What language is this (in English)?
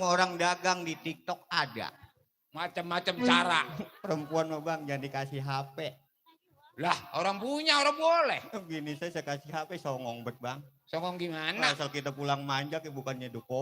Betawi